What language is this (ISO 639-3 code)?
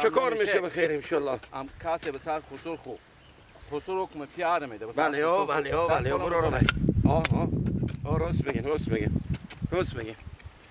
fas